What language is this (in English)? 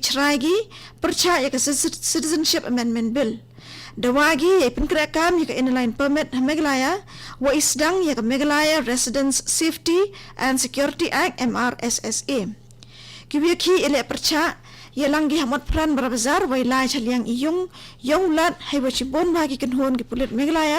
Khasi